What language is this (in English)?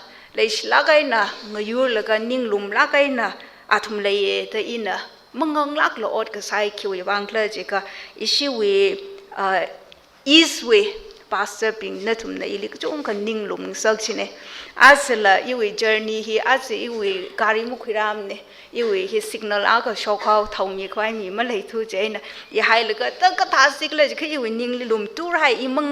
Tangkhul Naga (India)